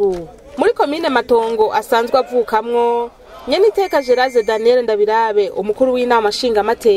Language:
Rundi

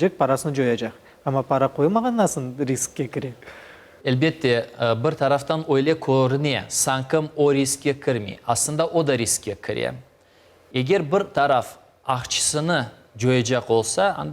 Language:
Crimean Tatar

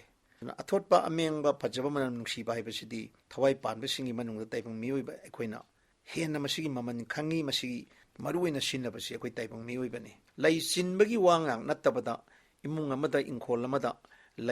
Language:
Manipuri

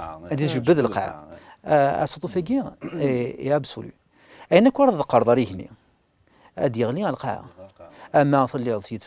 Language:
Kabyle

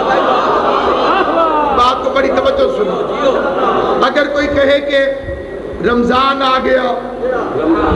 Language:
Urdu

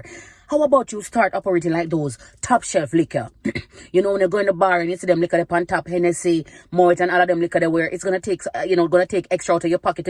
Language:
Jamaican Creole English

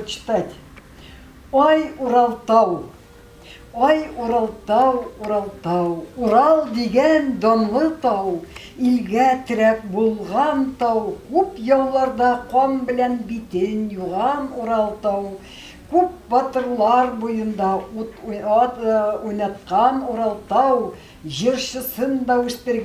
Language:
Bashkir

